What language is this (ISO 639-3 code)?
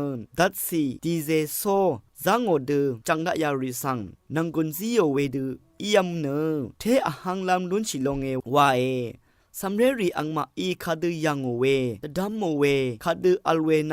raw